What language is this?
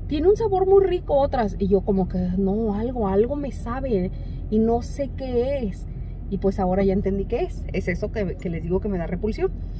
Spanish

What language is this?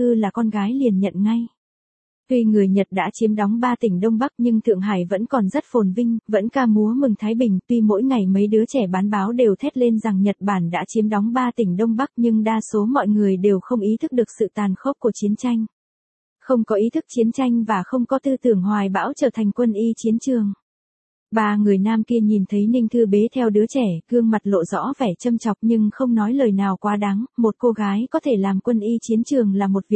Vietnamese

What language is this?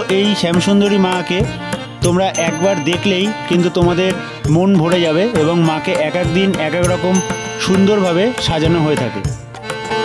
Bangla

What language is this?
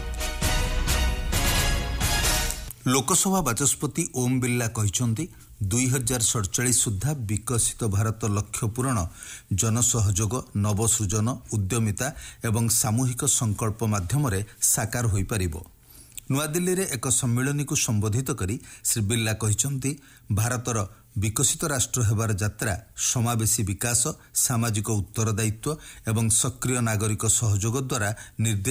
Odia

